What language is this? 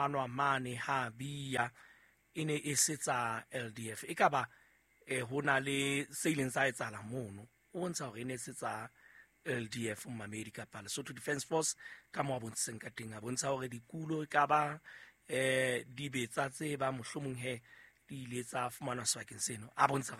Southern Sotho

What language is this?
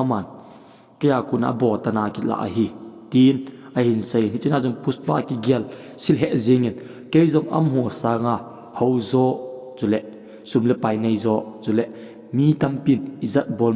Thado Chin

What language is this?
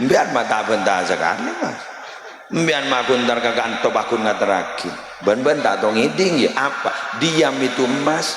Madurese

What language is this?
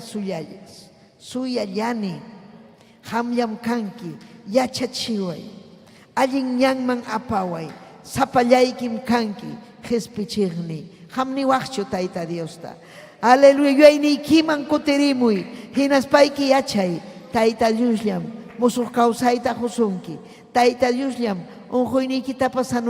Ayacucho Quechua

